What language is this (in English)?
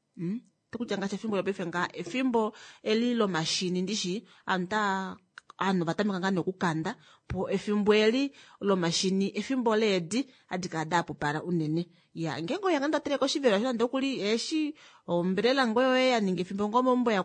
Kuanyama